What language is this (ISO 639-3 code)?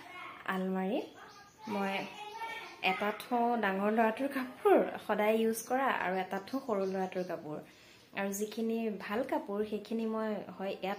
asm